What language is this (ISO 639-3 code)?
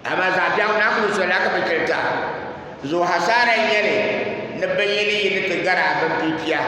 dag